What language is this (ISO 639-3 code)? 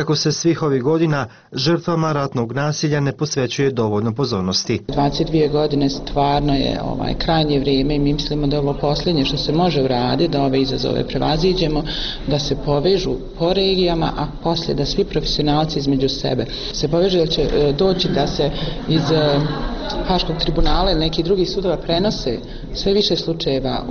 bos